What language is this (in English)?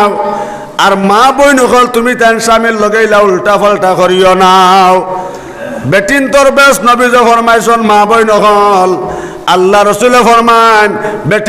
Sylheti